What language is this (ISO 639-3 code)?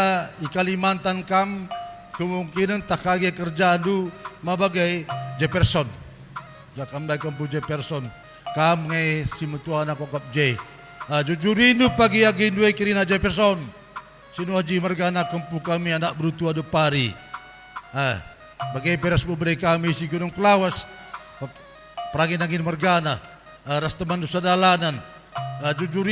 btx